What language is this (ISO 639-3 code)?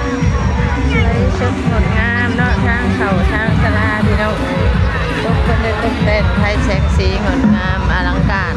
lao